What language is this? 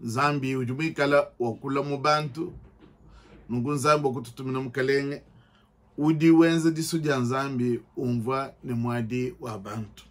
Luba-Lulua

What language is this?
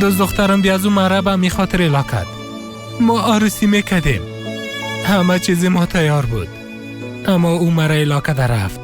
Persian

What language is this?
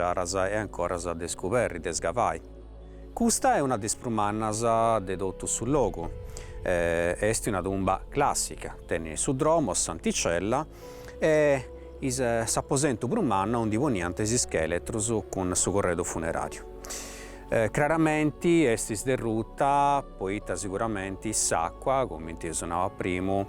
Sardinian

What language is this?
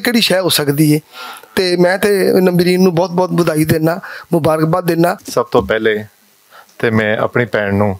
Western Panjabi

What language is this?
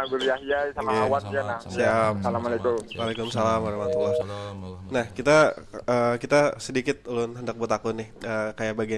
Banjar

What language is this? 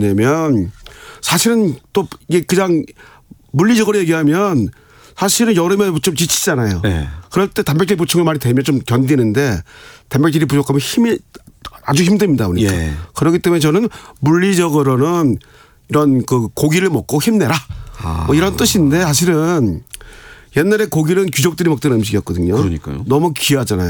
Korean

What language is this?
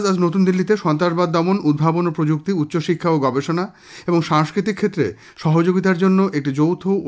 Bangla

